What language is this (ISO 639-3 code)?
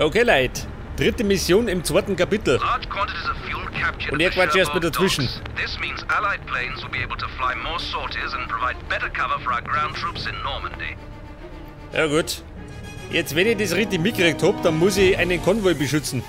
bar